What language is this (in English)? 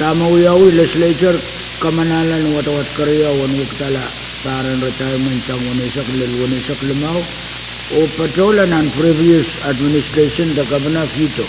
Pohnpeian